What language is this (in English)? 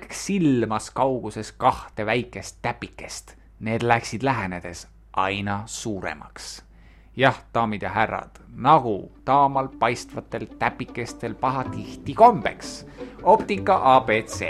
Estonian